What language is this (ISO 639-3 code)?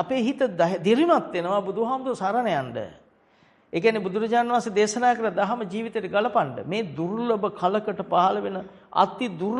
sin